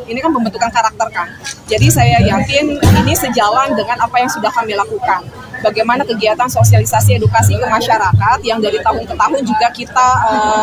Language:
Indonesian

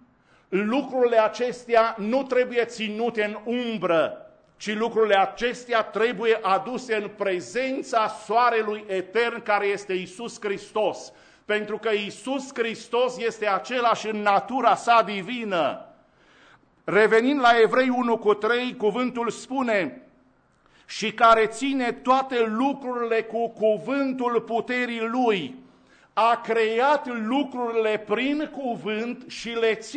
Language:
Romanian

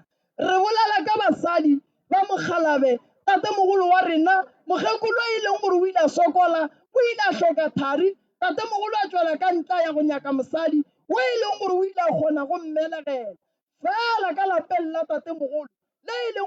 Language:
Northern Sotho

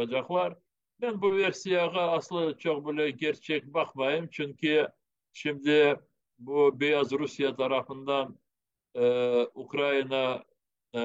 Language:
Crimean Tatar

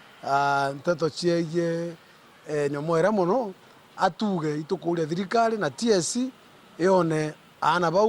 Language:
Meru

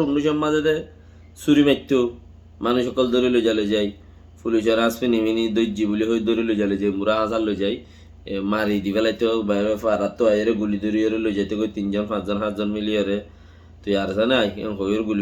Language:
Rohingya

